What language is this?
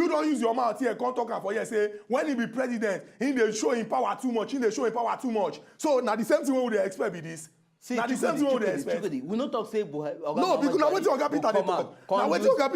Nigerian Pidgin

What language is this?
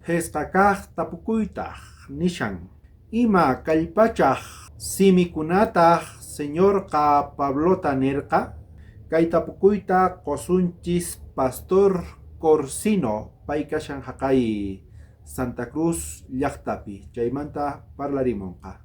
South Bolivian Quechua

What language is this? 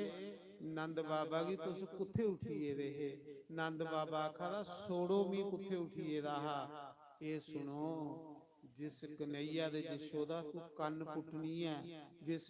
Dogri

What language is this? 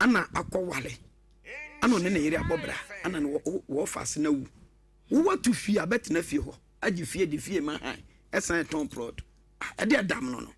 Akan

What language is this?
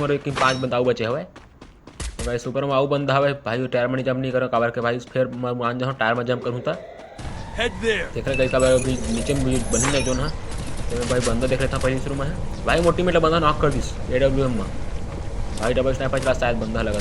Chhattisgarhi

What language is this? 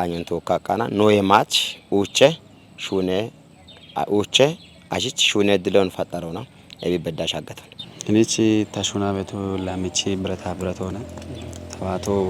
Kafa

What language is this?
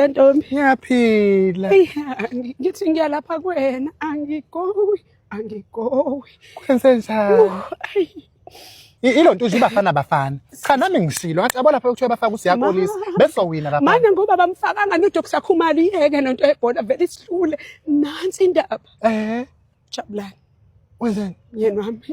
Zulu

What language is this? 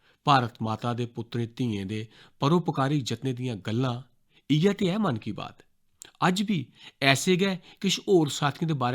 Dogri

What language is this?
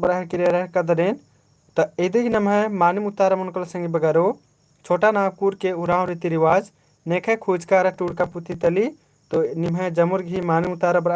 Kurukh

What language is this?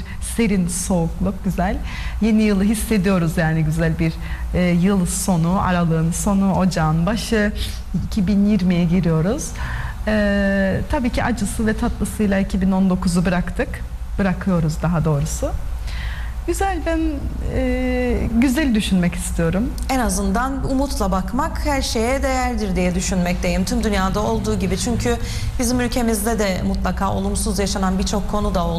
Turkish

